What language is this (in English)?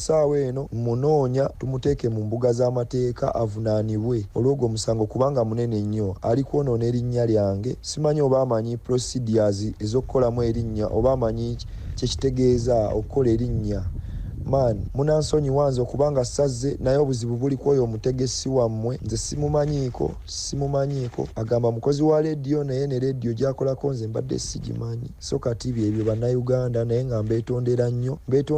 Ganda